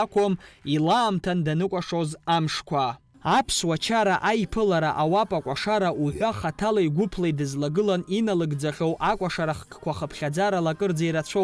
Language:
Abkhazian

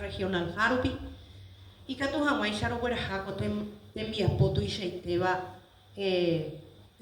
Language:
Guarani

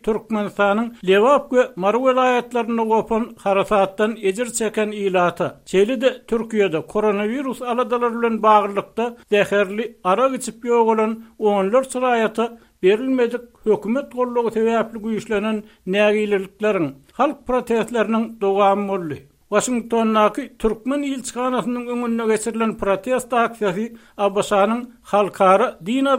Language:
Turkmen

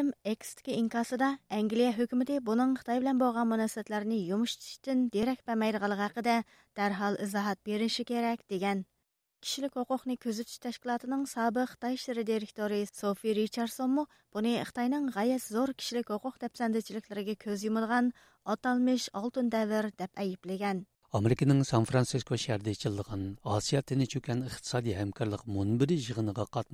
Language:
Uyghur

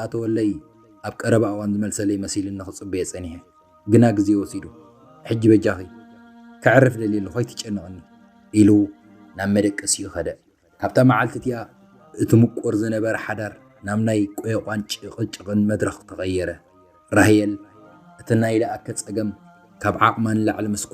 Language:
Tigrinya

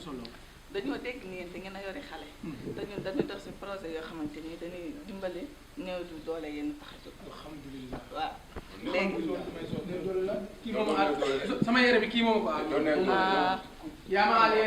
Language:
Wolof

